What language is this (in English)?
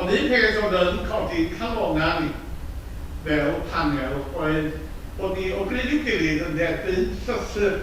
Welsh